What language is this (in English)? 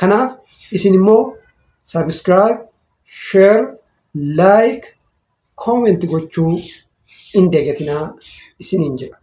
Oromo